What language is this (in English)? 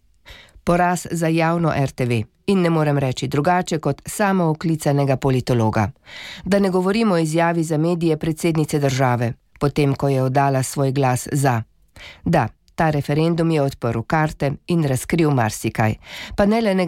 Slovenian